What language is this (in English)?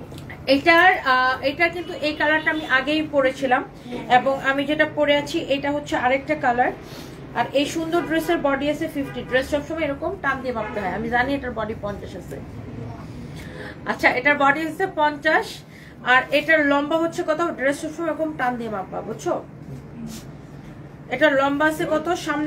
Bangla